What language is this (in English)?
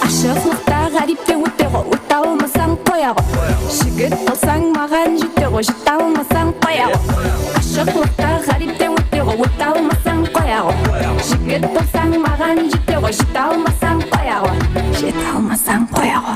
Kara-Kalpak